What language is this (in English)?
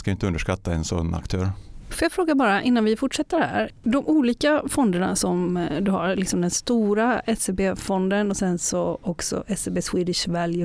Swedish